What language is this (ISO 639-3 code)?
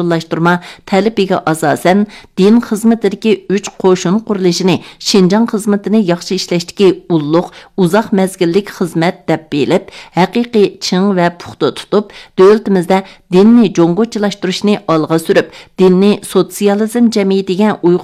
uig